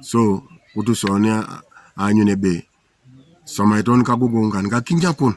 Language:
Teso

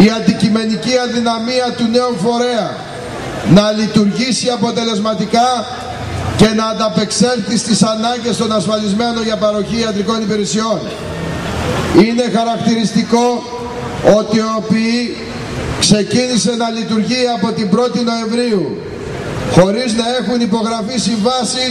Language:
Greek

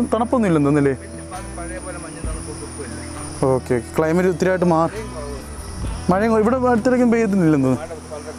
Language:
Malayalam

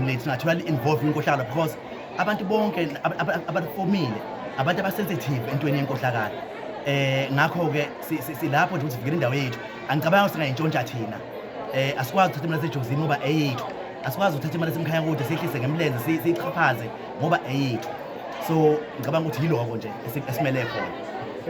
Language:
Zulu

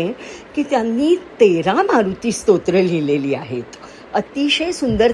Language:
Marathi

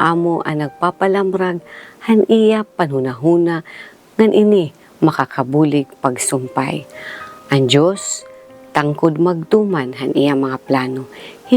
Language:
Waray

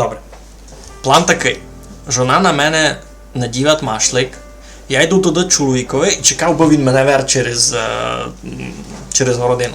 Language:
Rusyn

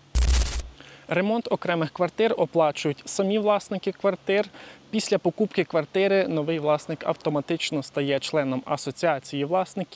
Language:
Ukrainian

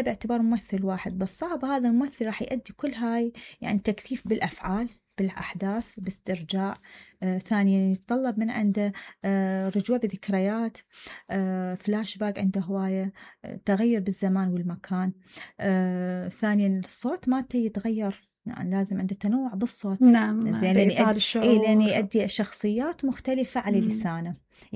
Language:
Mesopotamian Arabic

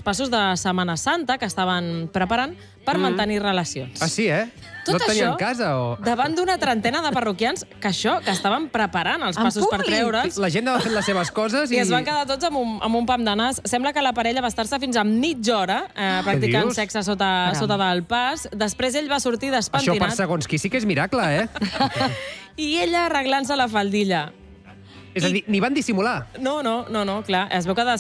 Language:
Catalan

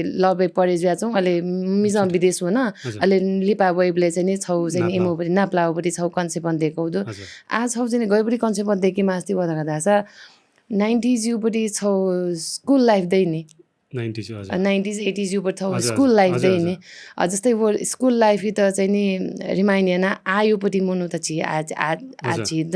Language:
Newari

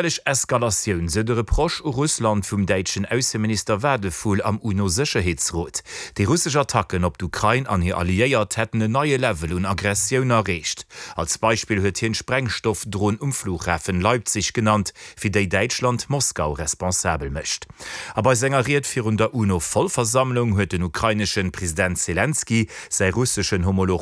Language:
Luxembourgish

